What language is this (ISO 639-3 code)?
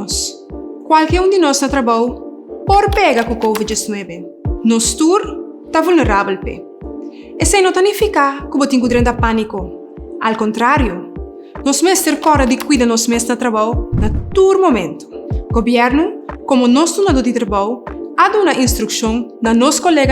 pap